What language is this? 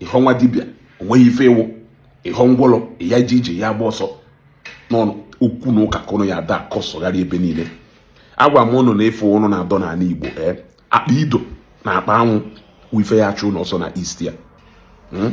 Igbo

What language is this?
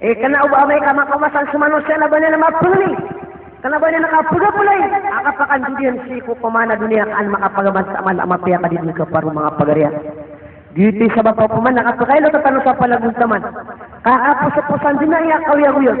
Maranao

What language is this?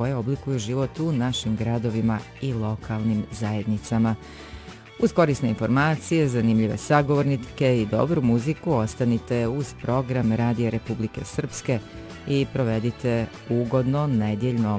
Serbian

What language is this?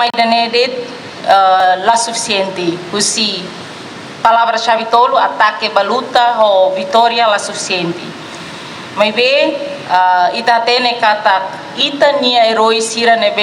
Tetum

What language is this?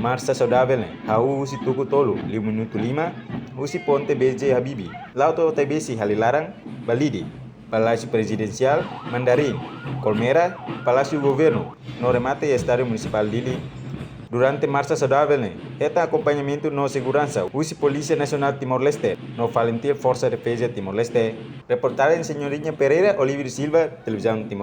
Tetum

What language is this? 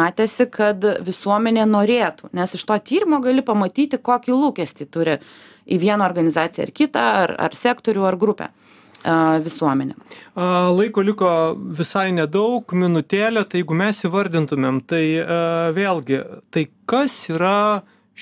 Lithuanian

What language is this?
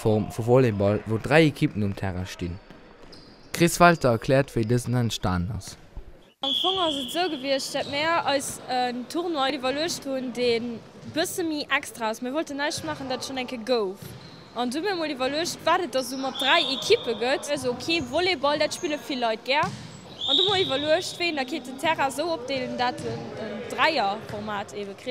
Luxembourgish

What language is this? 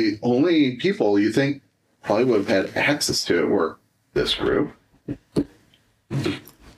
English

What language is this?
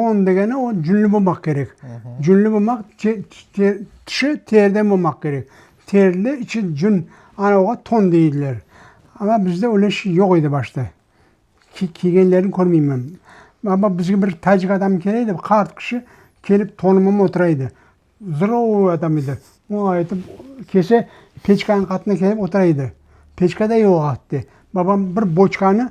Crimean Tatar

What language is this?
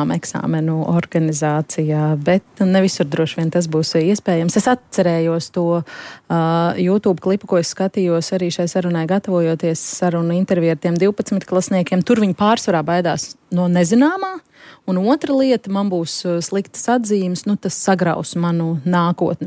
Latvian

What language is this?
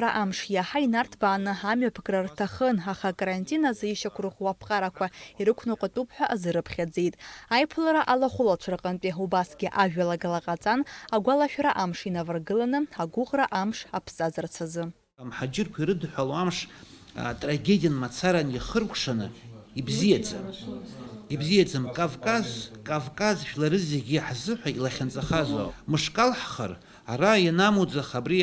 Abkhazian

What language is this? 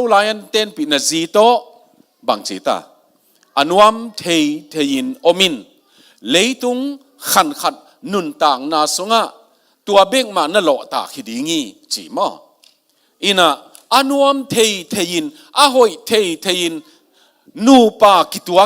Tedim Chin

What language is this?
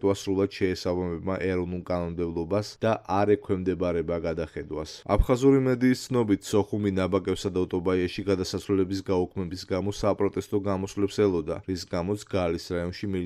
Georgian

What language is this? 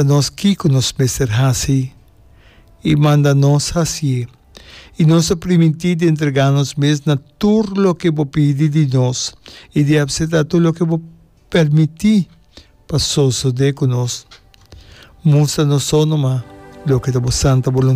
Papiamento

